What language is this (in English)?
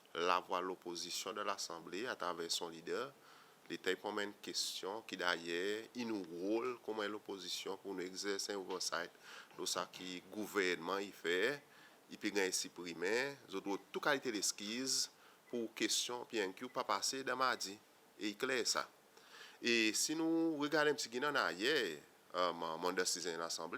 Seselwa Creole French